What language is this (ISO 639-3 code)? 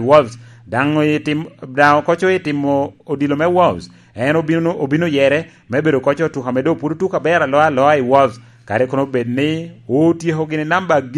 laj